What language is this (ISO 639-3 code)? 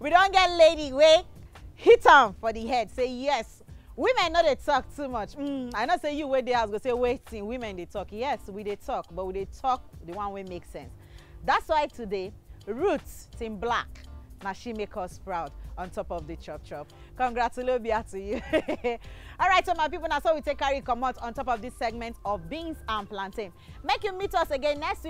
pcm